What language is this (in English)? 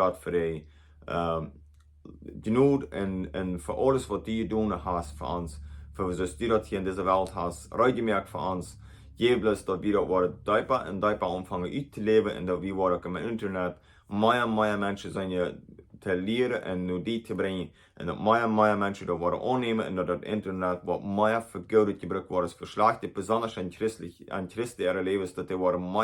Plautdietsch